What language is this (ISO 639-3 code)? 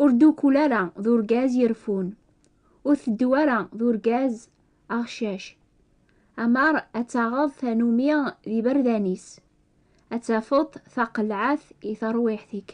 kab